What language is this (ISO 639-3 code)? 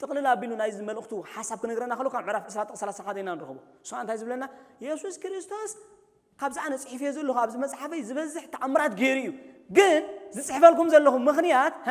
tir